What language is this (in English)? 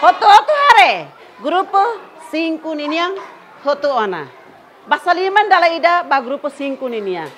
Tetum